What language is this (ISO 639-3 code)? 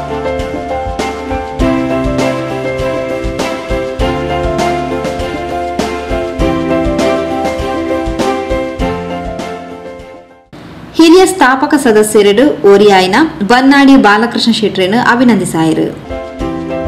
kan